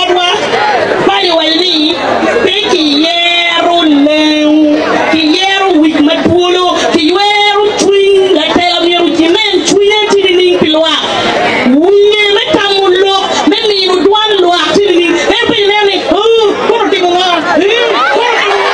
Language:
Acoli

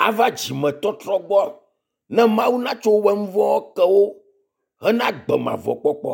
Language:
Ewe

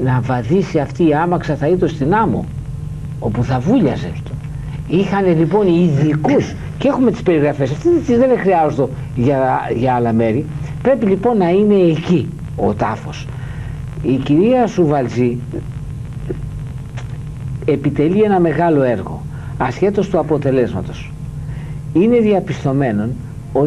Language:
Greek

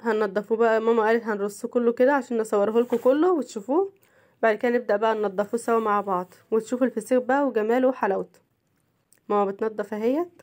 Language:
Egyptian Arabic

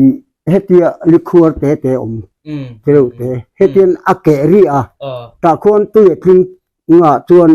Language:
Mizo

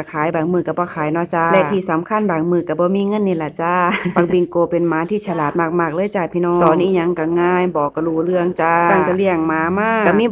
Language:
Northeastern Thai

